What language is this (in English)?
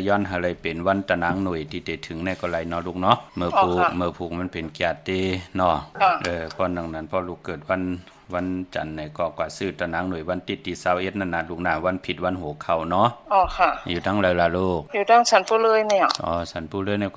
Shan